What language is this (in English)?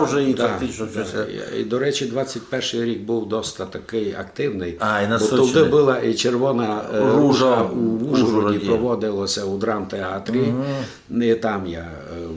Rusyn